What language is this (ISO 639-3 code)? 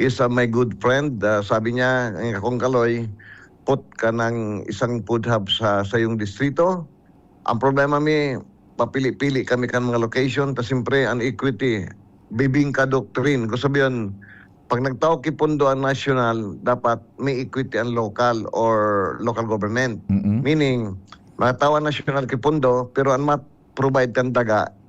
bik